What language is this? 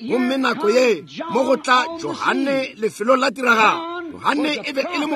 Northern Sotho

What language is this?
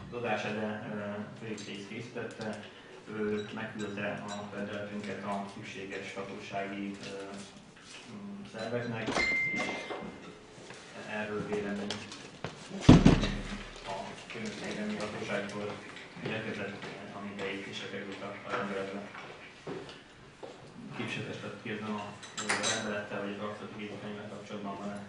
Hungarian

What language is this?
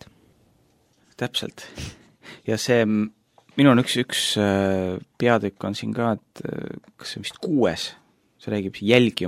Estonian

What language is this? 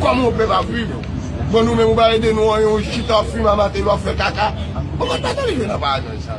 Haitian Creole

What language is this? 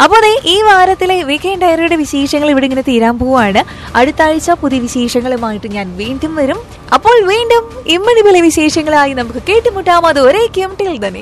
Malayalam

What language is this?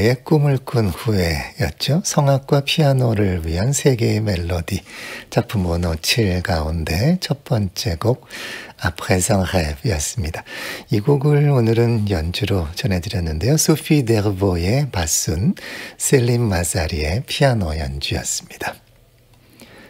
Korean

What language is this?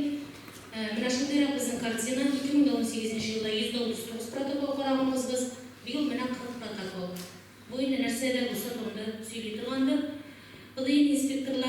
Tatar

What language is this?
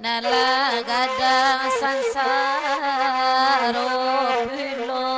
Minangkabau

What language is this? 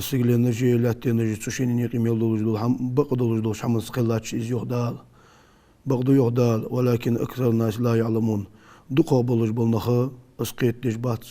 Ingush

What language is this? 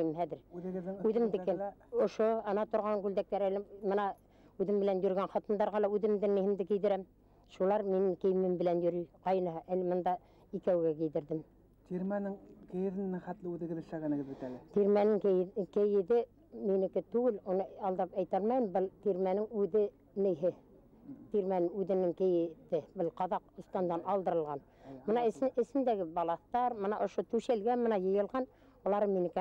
Bashkir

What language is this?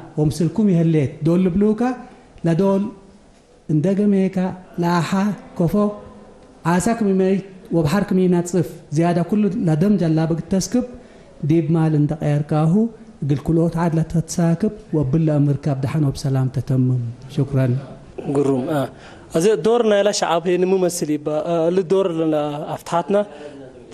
Tigre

